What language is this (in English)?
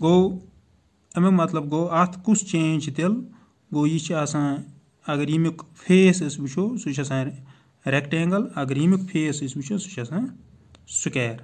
Kashmiri